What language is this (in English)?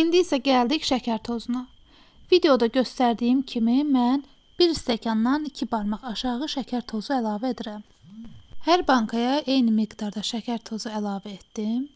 Azerbaijani